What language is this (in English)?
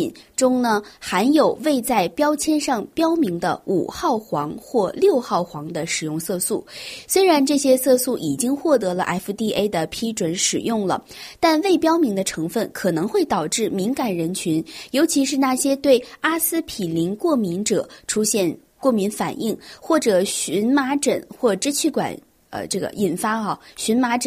Chinese